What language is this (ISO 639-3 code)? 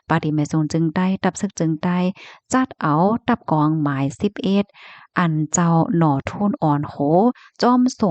shn